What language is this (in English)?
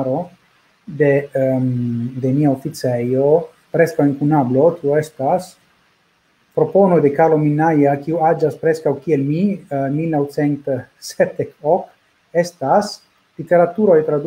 Esperanto